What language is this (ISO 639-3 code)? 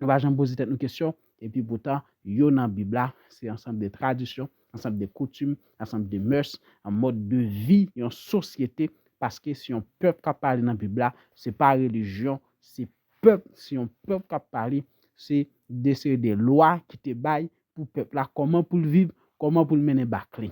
hat